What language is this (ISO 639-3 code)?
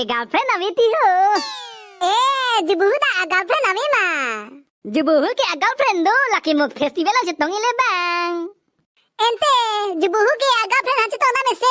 mjw